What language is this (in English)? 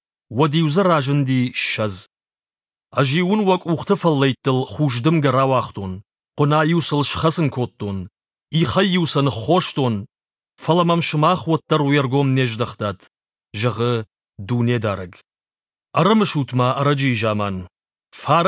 Ossetic